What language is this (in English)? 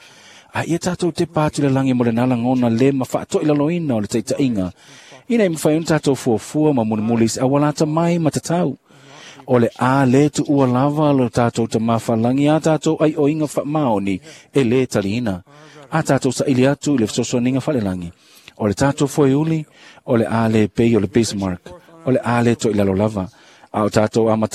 Samoan